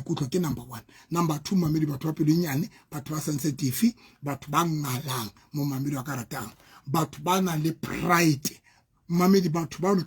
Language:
Southern Sotho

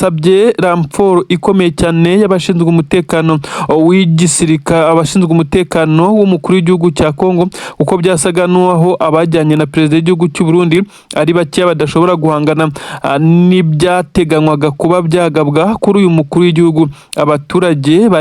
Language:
Kinyarwanda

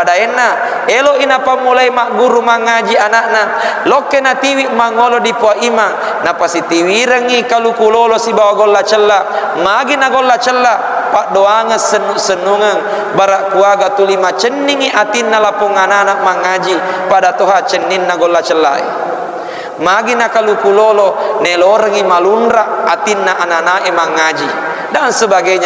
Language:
Buginese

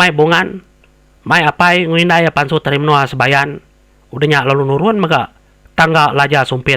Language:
Iban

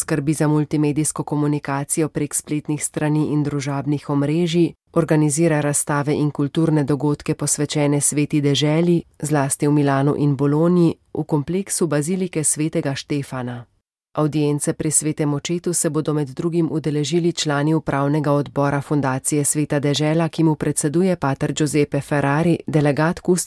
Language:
Slovenian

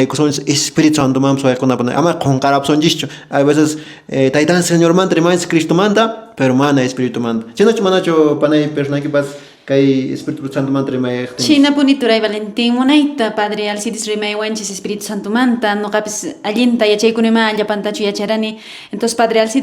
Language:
Quechua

